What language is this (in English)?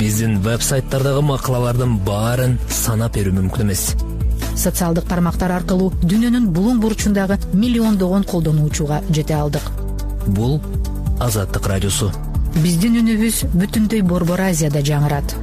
Kyrgyz